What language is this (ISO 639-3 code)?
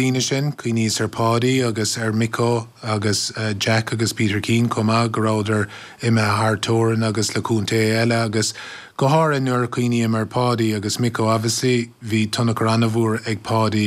gle